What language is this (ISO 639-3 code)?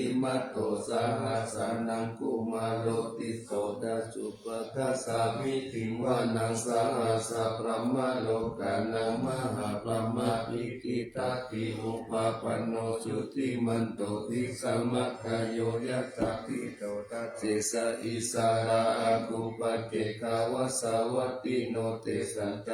pli